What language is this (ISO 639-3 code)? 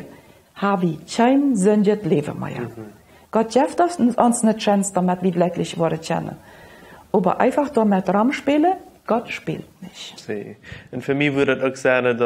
pdt